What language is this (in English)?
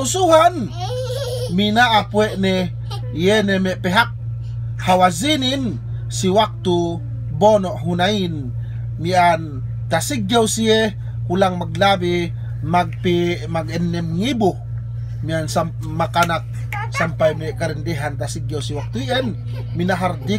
Yakan